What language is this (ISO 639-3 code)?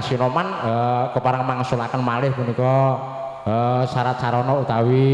jav